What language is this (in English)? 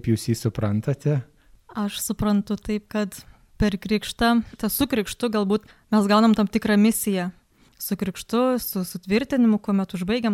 Lithuanian